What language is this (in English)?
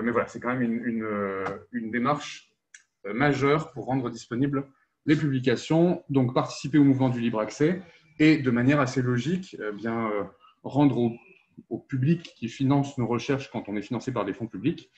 French